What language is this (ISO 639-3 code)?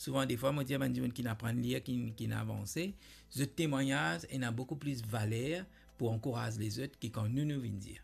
mfe